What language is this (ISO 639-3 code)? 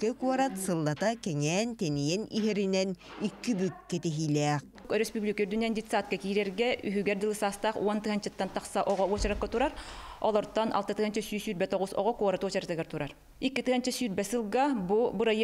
sah